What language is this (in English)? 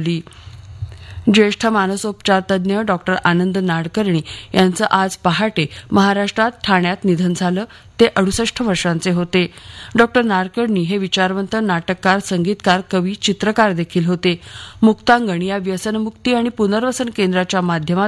Marathi